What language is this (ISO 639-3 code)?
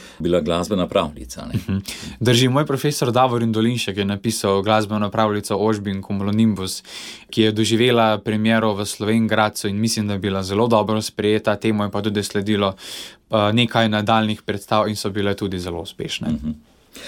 slv